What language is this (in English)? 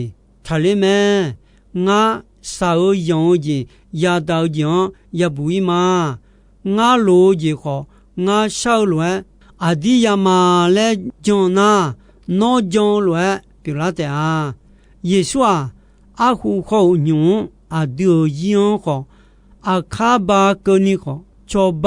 Akha